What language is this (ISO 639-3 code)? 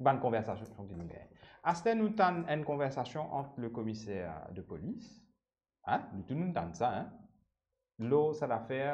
mfe